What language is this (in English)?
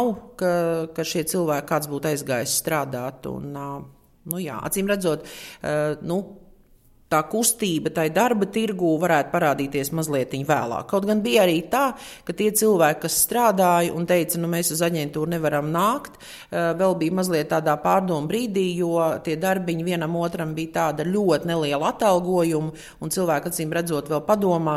Latvian